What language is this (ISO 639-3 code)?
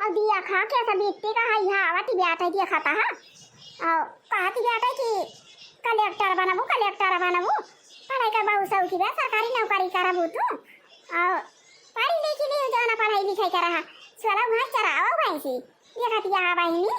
awa